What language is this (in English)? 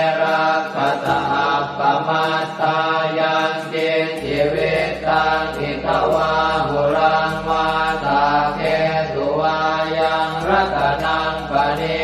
Pali